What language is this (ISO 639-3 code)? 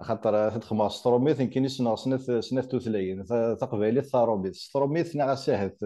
kab